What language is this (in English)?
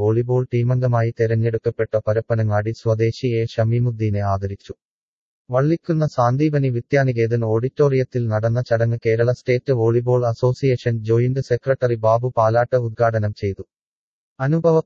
Malayalam